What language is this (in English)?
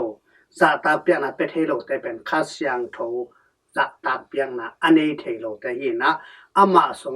Tedim Chin